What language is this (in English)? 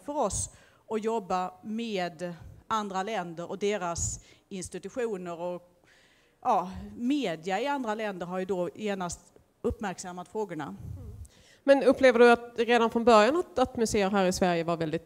Swedish